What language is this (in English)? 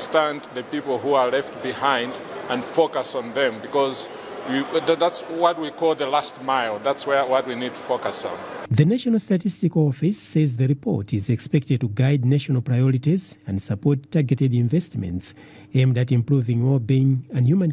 English